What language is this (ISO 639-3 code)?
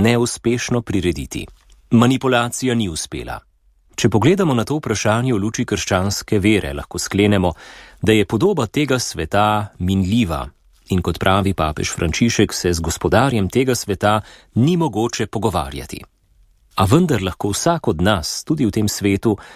slv